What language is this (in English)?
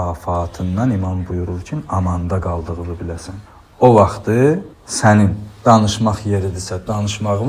Azerbaijani